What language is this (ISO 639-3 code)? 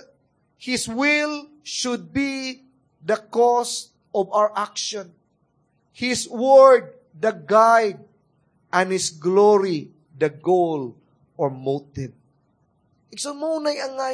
ceb